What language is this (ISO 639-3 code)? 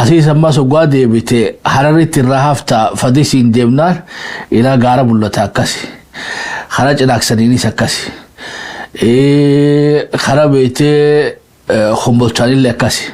orm